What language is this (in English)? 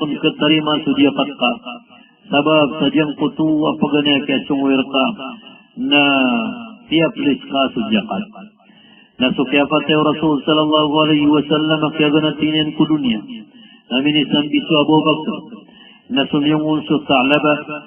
Maranao